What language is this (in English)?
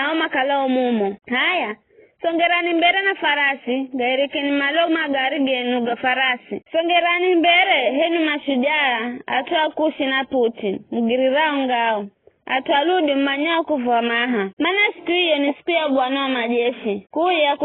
Giryama